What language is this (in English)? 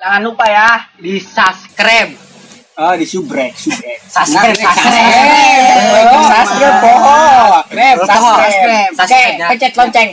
Sundanese